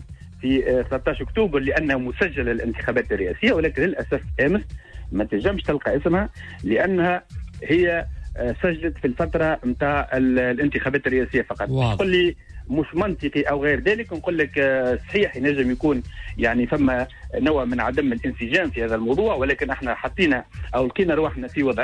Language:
Tunisian Arabic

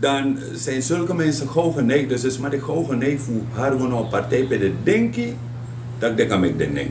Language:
Sranan Tongo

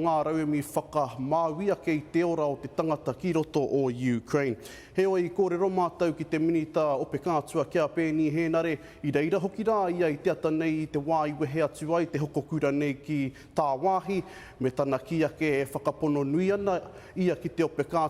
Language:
Māori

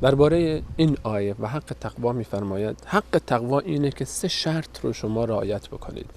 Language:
Persian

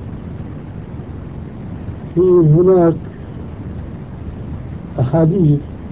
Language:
Arabic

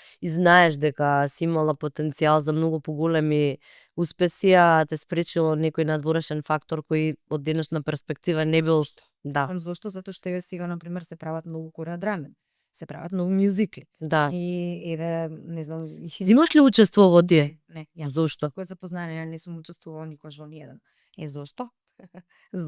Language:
Macedonian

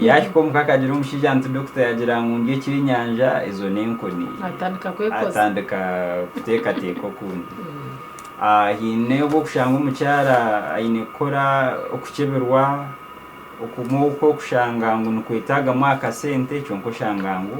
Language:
Nyankole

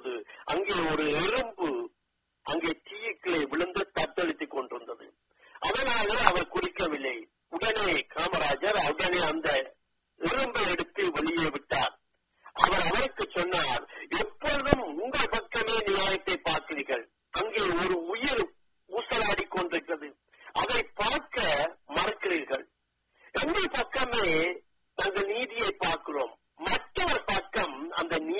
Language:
Tamil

